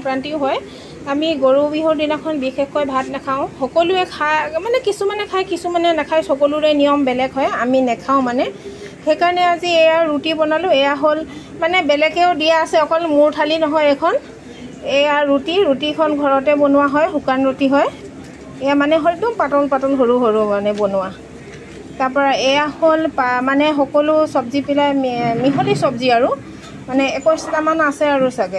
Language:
Assamese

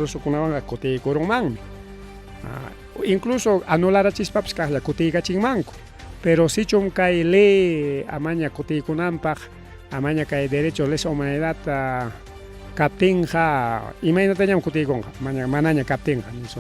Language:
Ayacucho Quechua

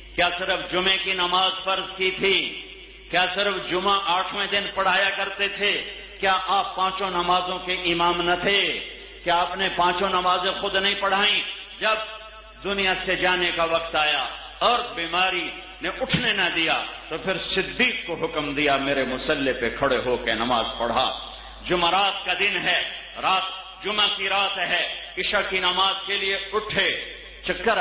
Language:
Urdu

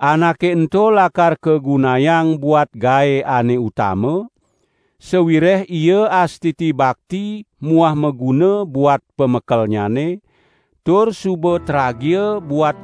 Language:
Balinese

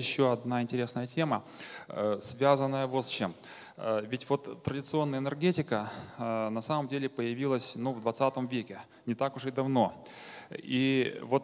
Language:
Russian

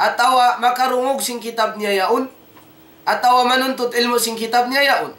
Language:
Tausug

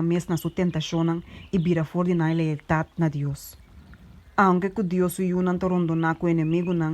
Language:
Papiamento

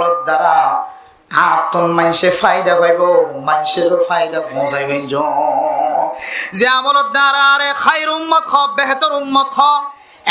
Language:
Rohingya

